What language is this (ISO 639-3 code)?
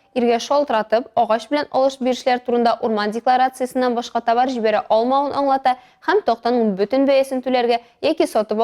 tat